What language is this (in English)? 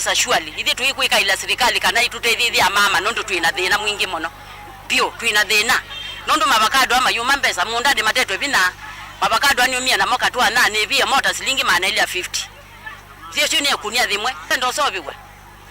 Kamba